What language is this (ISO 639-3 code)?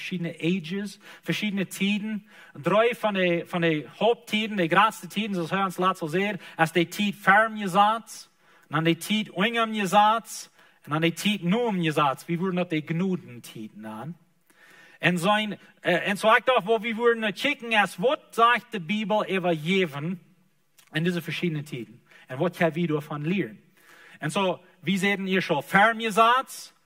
pdt